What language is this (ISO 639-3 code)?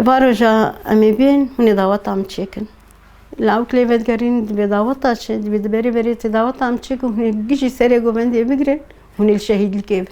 kur